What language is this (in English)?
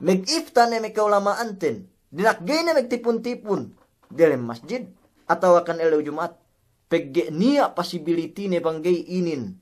Yakan